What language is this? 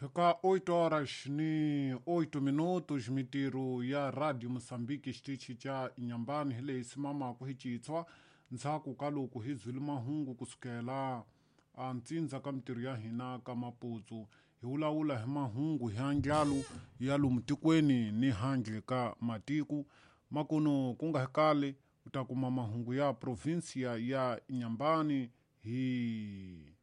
Tsonga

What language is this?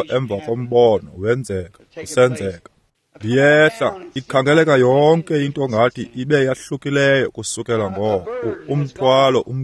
Xhosa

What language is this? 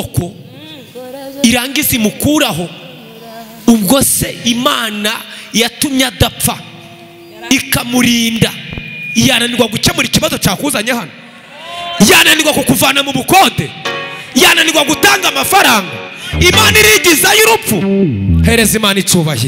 Kinyarwanda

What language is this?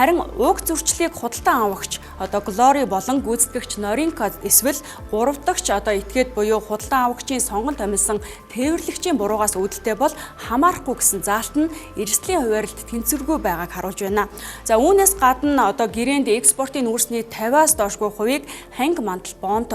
Mongolian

